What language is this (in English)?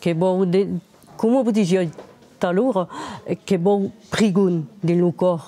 Occitan